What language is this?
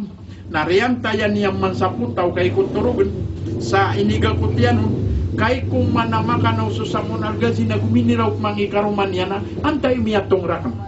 Maranao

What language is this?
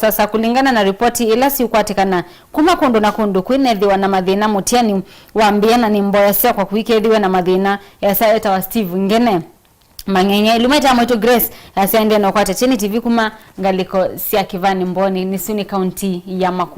Kamba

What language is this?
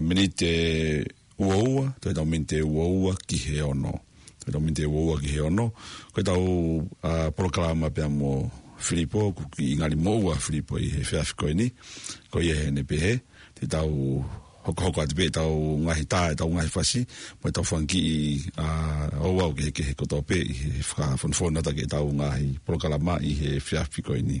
Tongan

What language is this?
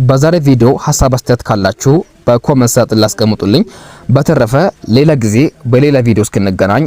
Amharic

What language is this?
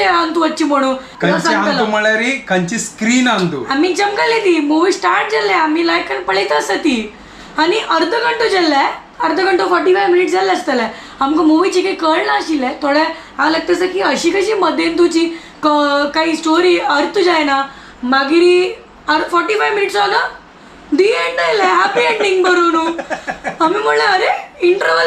Konkani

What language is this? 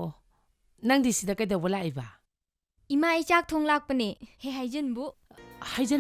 Manipuri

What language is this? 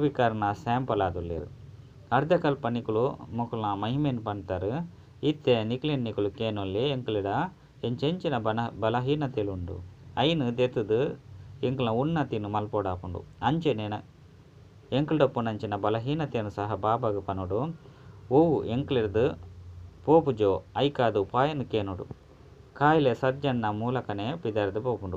Tulu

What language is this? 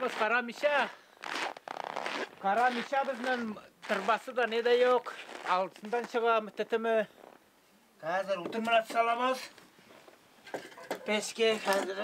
Tatar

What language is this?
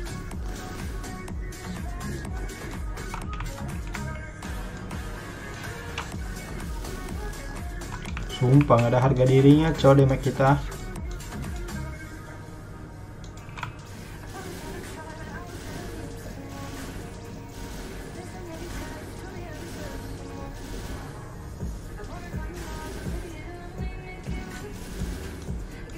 Indonesian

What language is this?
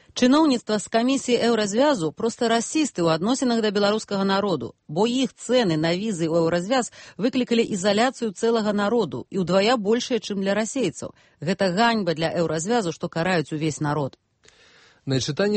Belarusian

